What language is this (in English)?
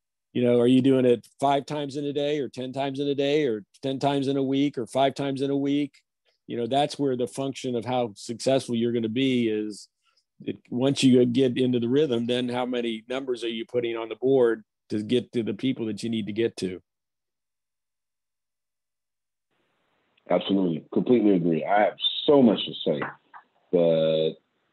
English